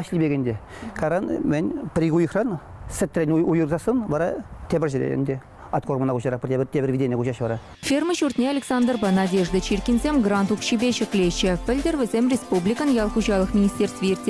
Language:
Chuvash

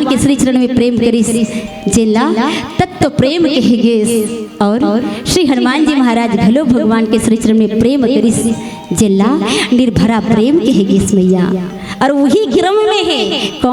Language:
Chhattisgarhi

